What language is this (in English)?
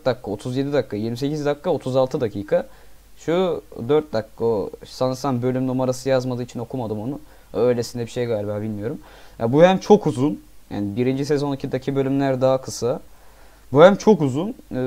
Turkish